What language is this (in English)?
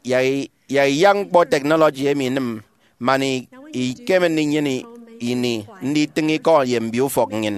Efik